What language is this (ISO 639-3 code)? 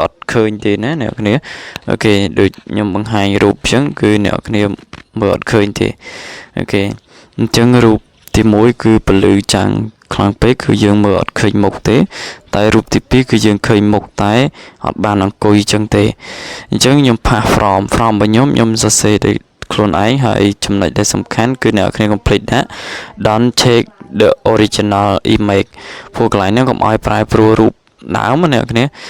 khm